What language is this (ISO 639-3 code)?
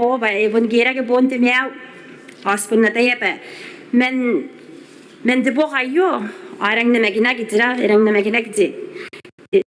gil